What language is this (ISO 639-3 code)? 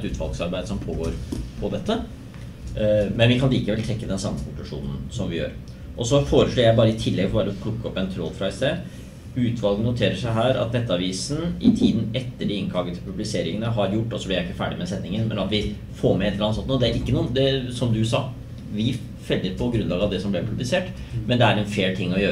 nor